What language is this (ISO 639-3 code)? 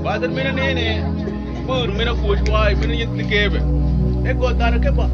mfz